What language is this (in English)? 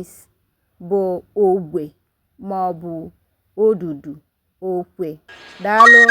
Igbo